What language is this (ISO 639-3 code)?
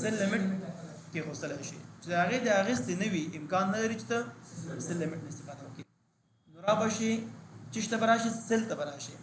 pus